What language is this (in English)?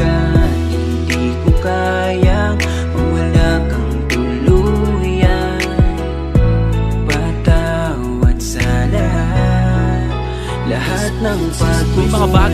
Filipino